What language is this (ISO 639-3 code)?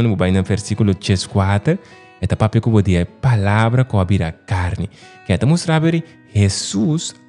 pap